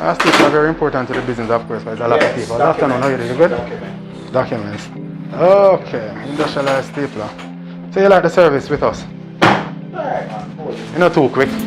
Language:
Jamaican Creole English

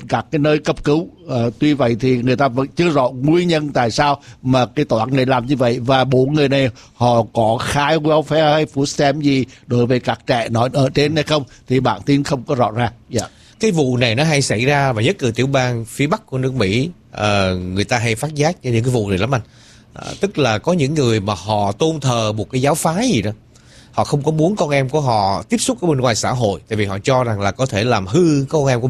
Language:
Vietnamese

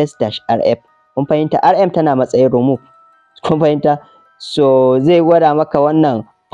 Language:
Hausa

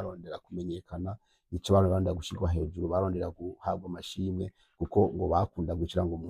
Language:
Rundi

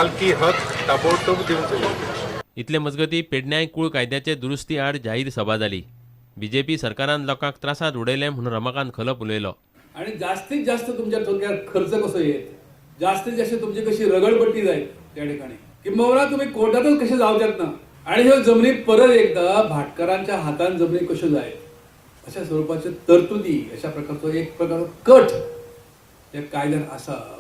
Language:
Konkani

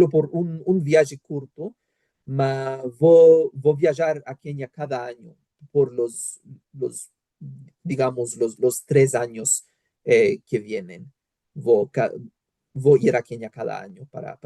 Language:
Ladino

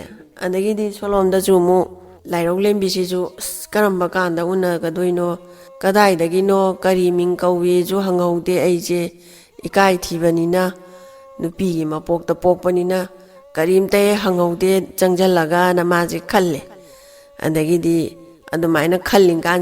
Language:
Manipuri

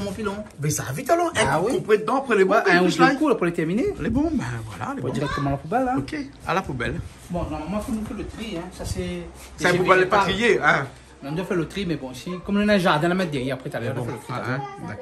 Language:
Réunion Creole French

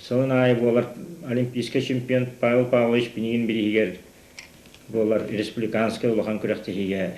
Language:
Yakut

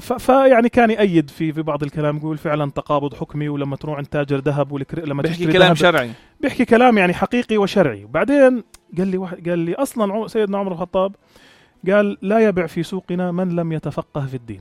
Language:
North Levantine Arabic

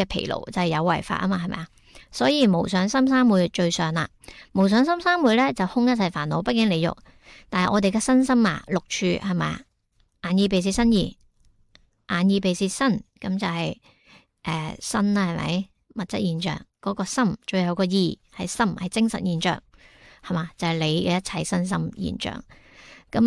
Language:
Cantonese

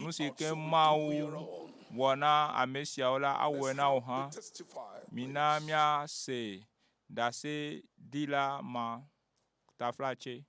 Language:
Ewe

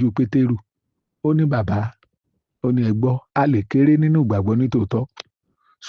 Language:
Yoruba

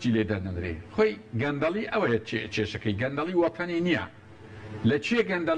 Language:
Central Kurdish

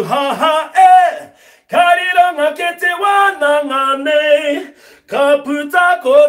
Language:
Māori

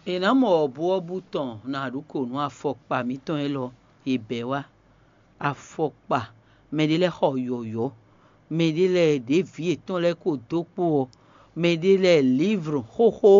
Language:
Fon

